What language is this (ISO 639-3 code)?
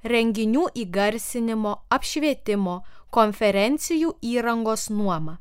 lit